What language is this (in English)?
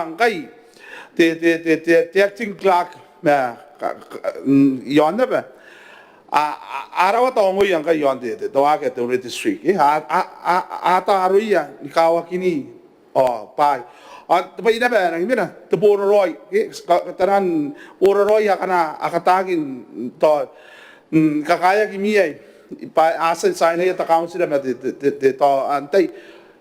Gilbertese